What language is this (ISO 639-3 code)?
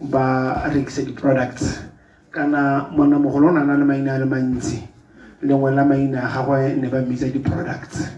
tsn